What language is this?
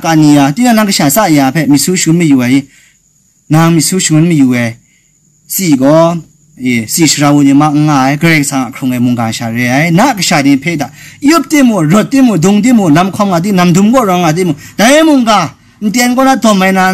Kachin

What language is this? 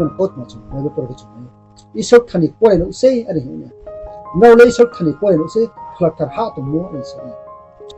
Riang (India)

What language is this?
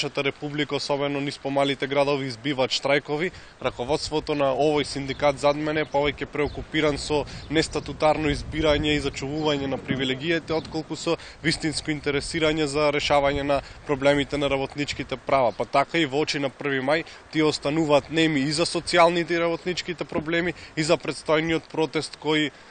Macedonian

